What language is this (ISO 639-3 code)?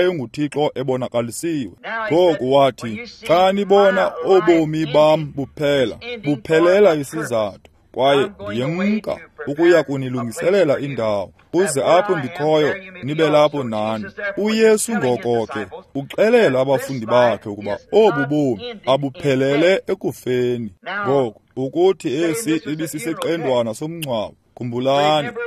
xho